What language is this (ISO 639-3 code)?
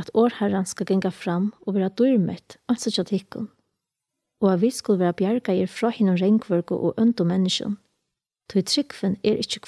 fao